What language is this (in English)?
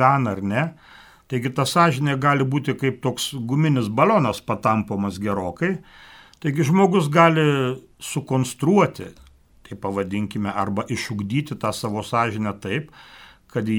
Lithuanian